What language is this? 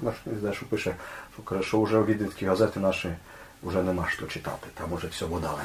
Rusyn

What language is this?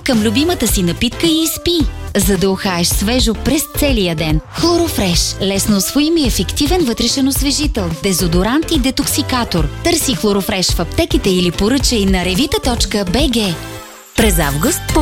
Bulgarian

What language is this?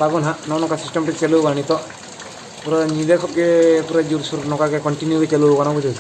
Santali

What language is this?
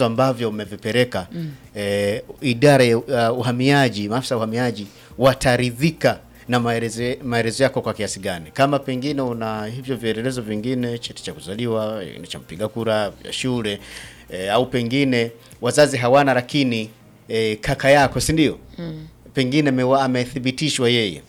Swahili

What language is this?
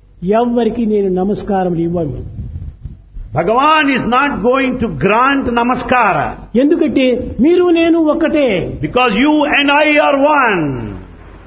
Telugu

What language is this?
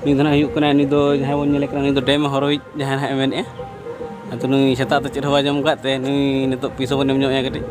Santali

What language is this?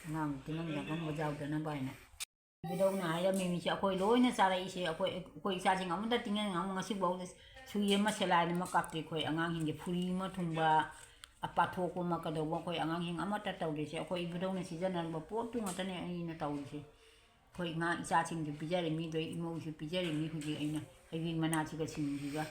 Manipuri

